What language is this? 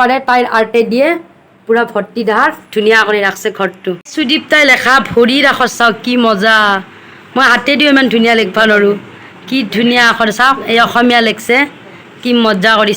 Assamese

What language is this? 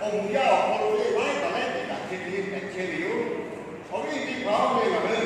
Lahu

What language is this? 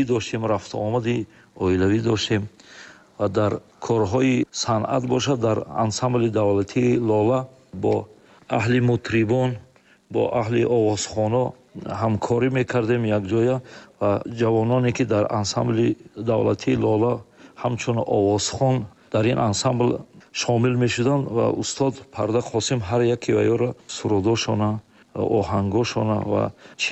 Tajik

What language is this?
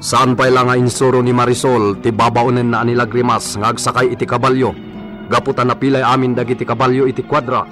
Iloko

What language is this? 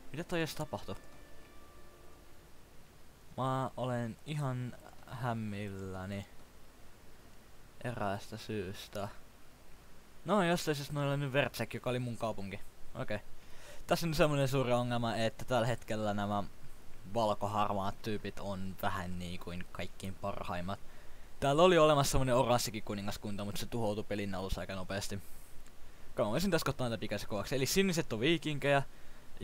Finnish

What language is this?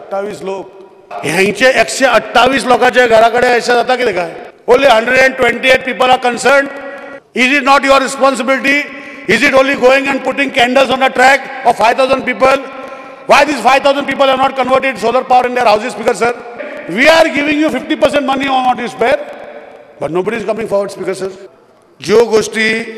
Konkani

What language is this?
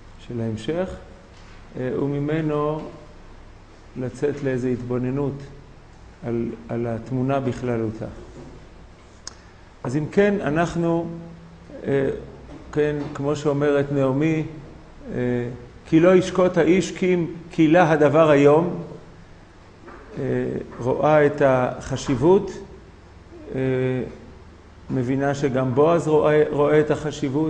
Hebrew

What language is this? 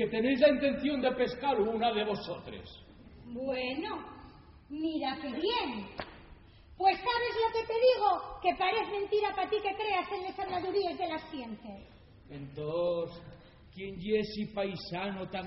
Asturian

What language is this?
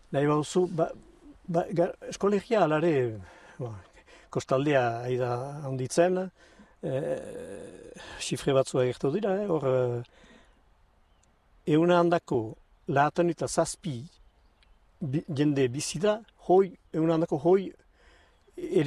Basque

